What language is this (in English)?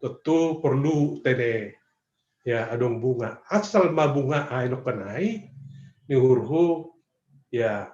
Batak Simalungun